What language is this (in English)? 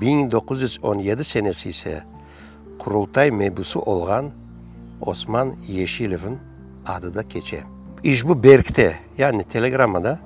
Crimean Tatar